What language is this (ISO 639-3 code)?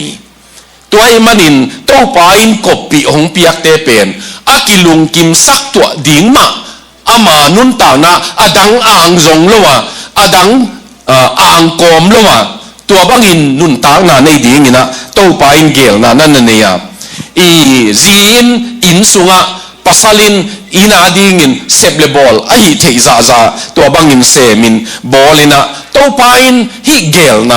ctd